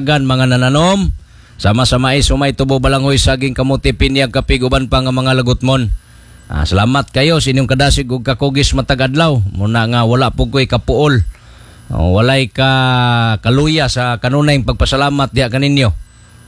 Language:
Cebuano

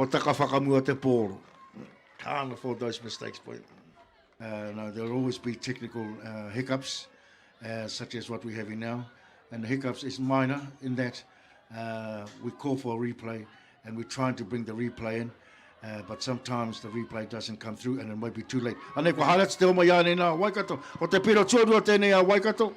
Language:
Māori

